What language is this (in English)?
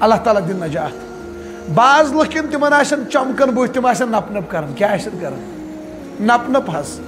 Kashmiri